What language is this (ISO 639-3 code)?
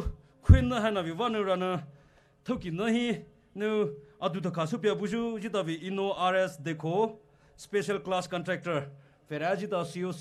pmx